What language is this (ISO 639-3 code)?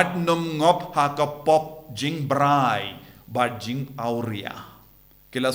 kha